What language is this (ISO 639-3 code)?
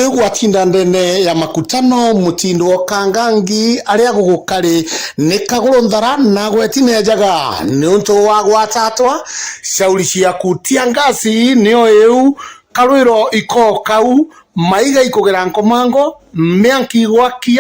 mer